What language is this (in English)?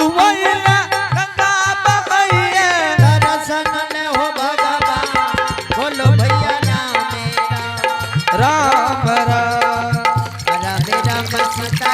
Angika